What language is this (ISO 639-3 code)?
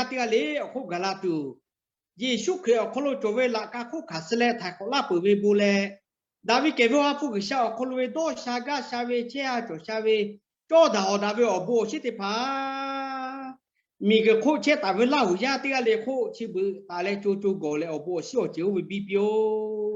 lhu